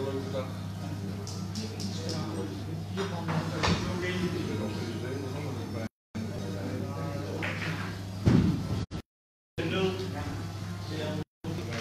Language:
Dutch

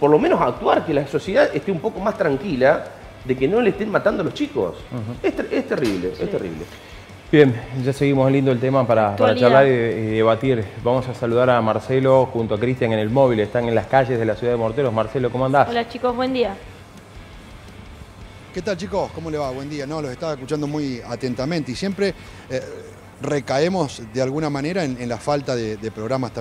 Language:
Spanish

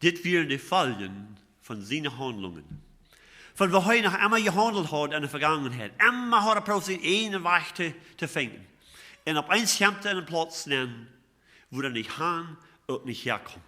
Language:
Plautdietsch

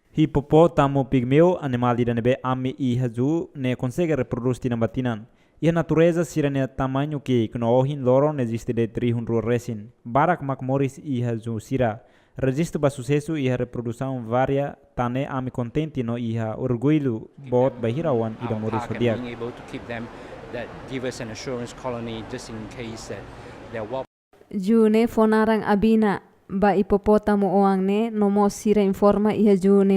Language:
Tetum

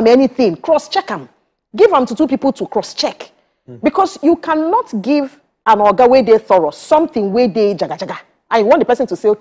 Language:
Nigerian Pidgin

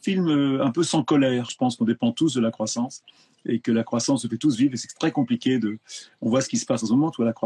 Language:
French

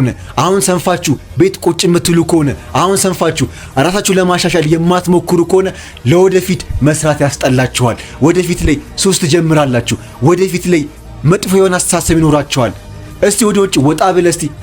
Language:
Amharic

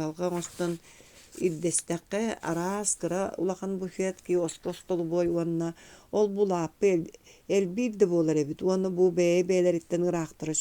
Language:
Yakut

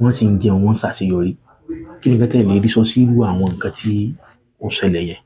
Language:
Yoruba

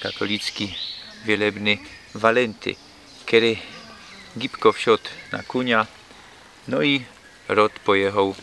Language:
Silesian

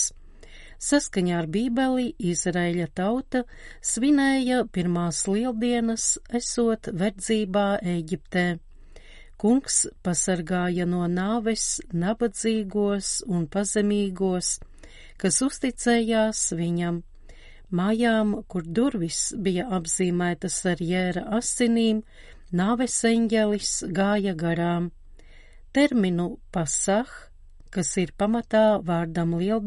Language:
Latvian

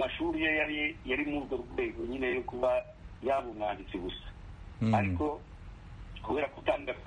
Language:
Kinyarwanda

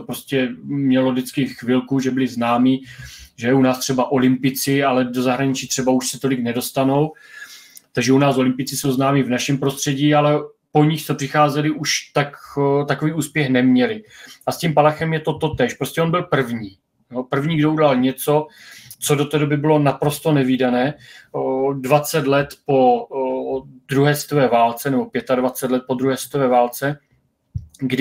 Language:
Czech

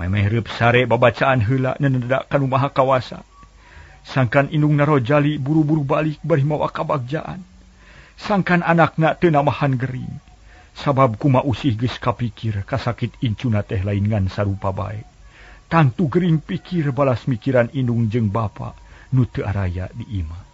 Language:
Sundanese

